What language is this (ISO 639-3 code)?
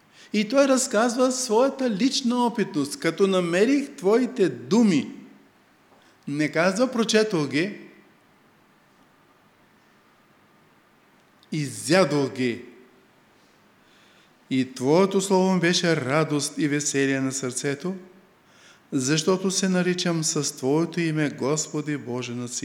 bul